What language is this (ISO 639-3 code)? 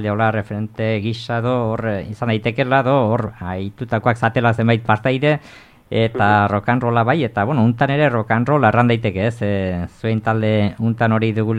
eus